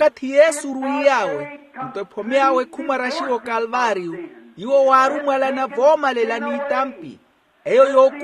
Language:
Makhuwa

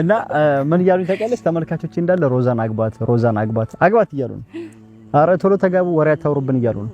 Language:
Amharic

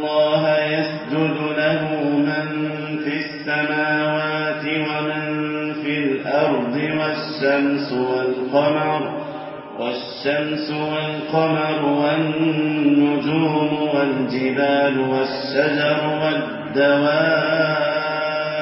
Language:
Arabic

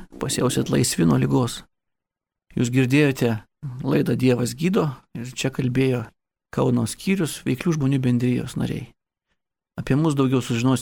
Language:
Lithuanian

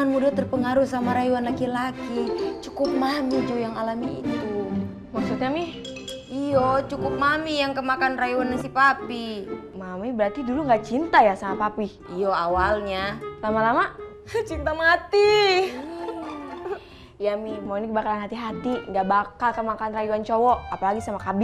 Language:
Betawi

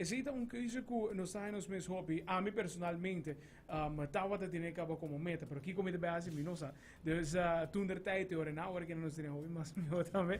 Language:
Papiamento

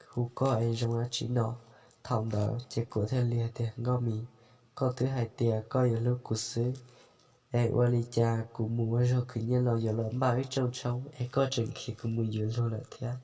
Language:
Hmong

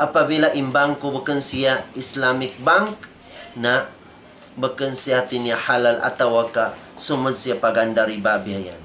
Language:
Tausug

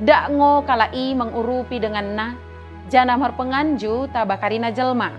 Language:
Batak Dairi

